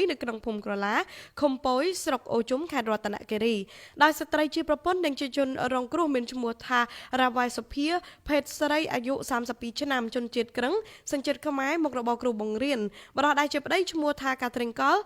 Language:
Khmer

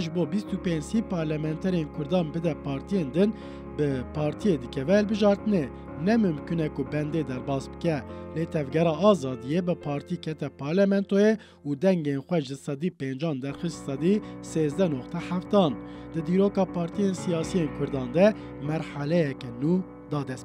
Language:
Kurdish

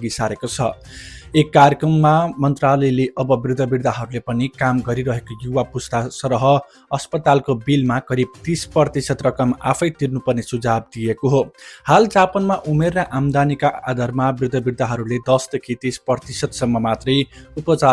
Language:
Nepali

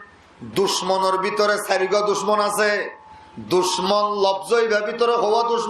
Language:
Rohingya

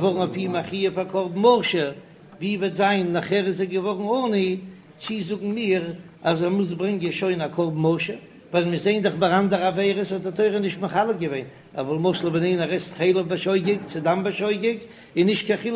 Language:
Yiddish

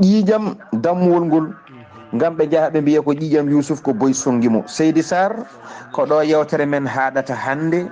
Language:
Fula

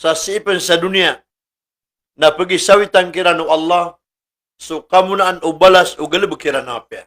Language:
Maranao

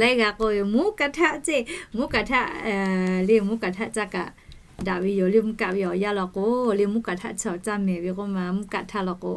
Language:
Lahu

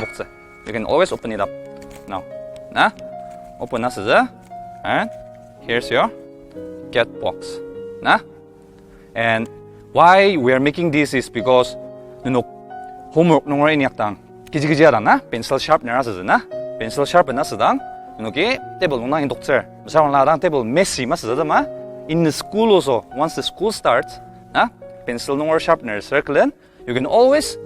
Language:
Ao Naga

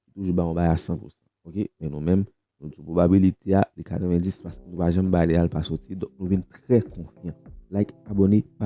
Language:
Haitian Creole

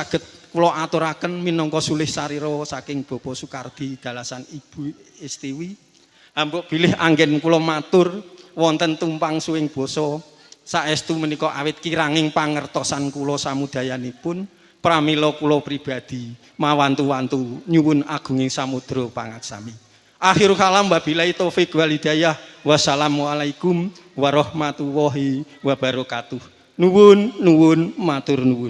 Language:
Javanese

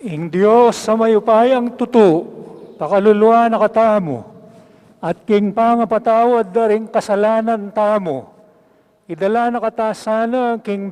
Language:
Pampanga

